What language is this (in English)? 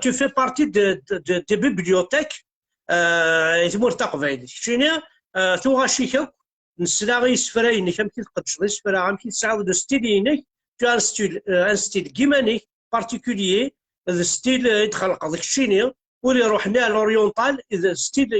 Kabyle